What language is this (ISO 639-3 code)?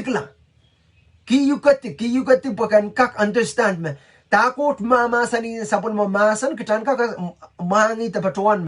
pon